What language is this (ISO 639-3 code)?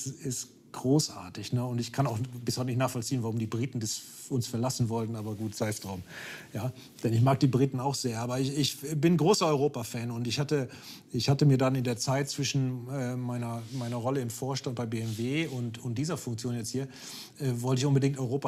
deu